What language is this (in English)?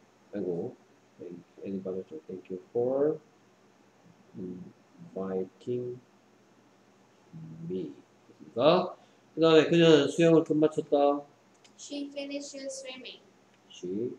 Korean